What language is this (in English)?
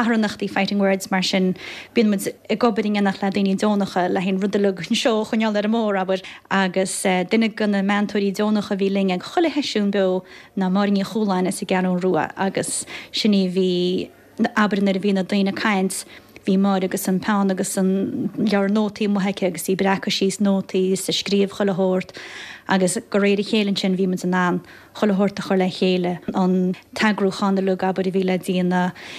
Irish